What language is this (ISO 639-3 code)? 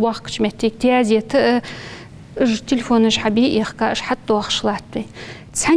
inh